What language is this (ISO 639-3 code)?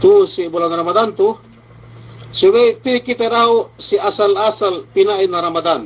yka